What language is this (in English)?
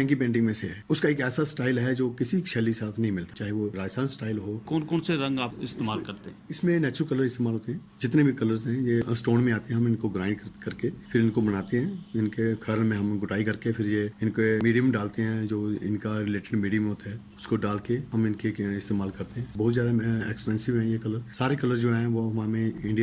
Gujari